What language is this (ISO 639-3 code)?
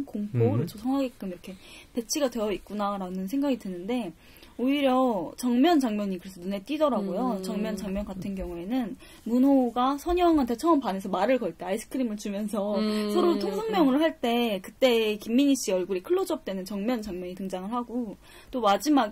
kor